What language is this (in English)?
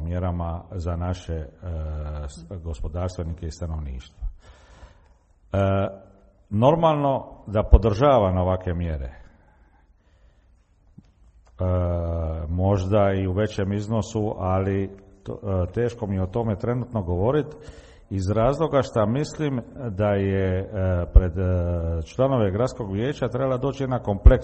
Croatian